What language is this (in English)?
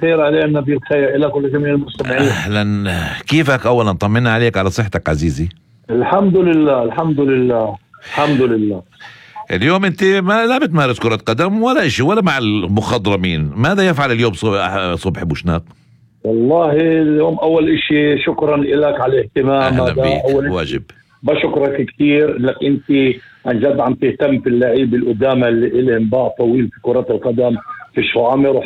North Levantine Arabic